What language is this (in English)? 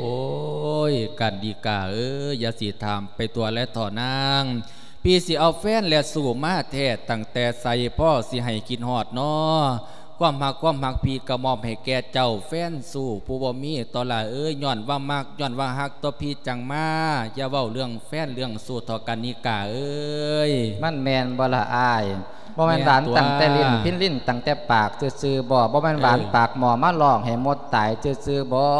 Lao